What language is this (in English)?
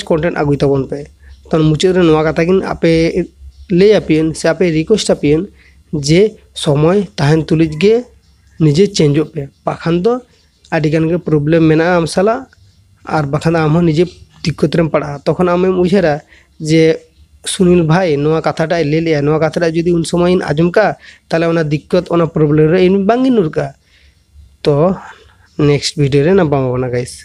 Santali